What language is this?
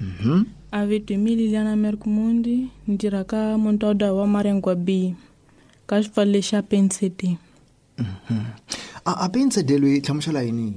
Tsonga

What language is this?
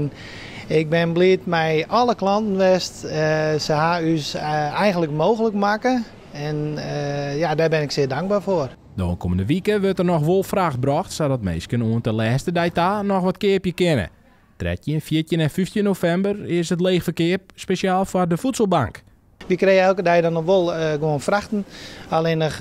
Western Frisian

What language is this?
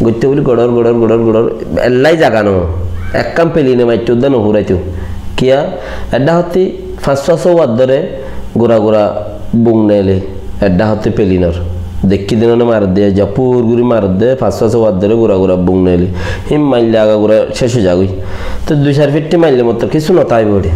Rohingya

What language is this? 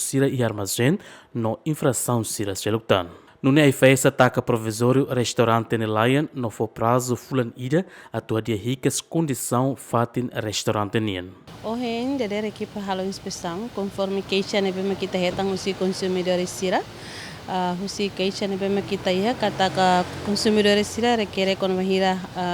Tetum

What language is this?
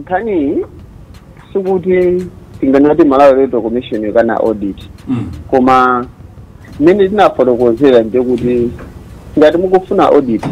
Nyanja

